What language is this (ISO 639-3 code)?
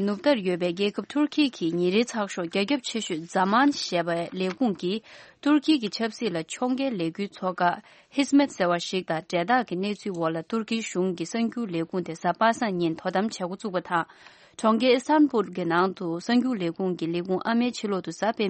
bod